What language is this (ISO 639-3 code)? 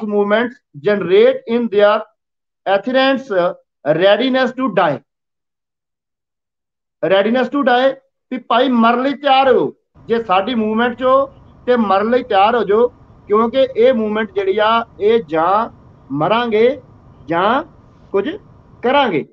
pan